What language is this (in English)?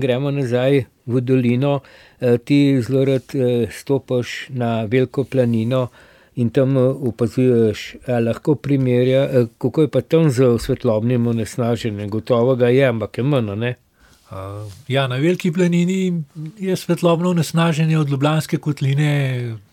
Slovenian